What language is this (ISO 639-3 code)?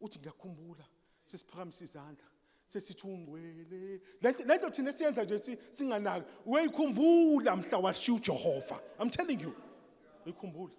zul